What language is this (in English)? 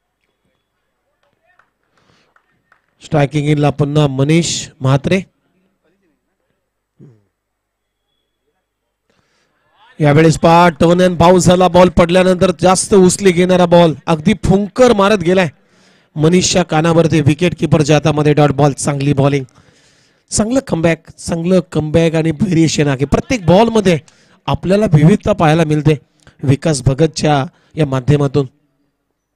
Marathi